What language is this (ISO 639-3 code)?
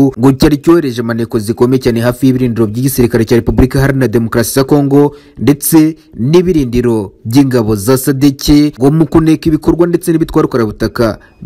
kin